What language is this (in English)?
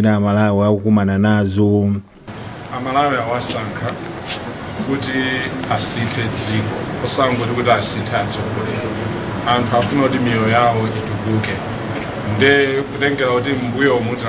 Nyanja